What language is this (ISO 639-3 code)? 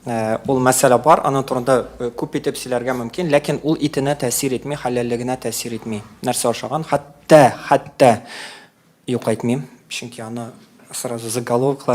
tat